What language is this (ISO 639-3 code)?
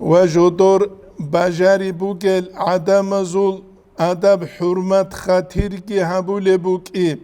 ava